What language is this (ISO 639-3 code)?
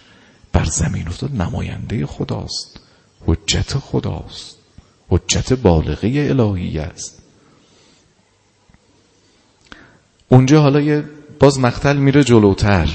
fas